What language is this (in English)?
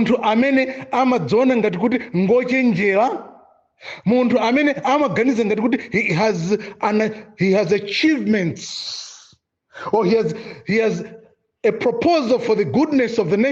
Nyanja